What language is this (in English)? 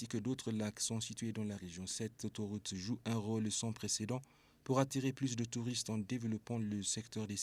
French